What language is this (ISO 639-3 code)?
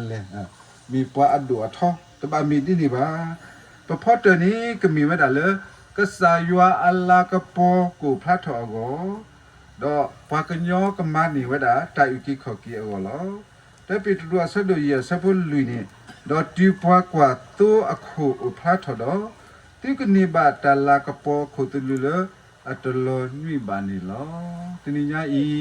ksw